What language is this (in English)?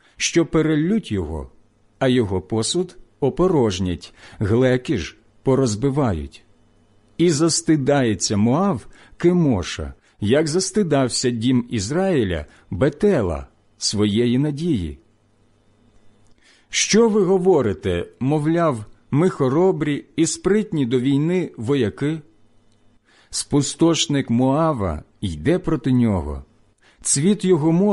Ukrainian